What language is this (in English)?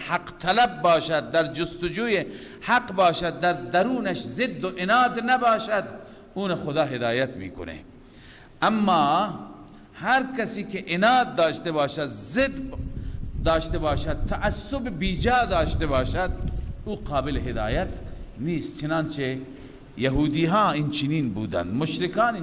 Persian